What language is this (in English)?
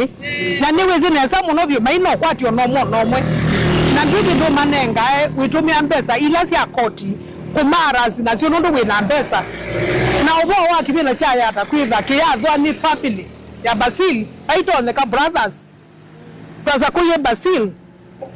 Kamba